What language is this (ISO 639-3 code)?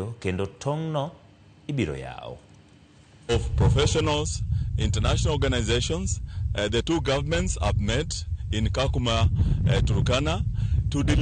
luo